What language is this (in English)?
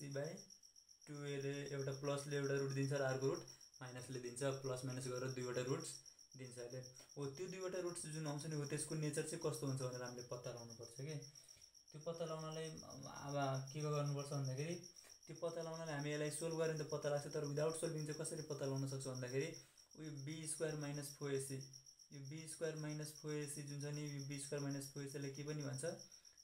Nepali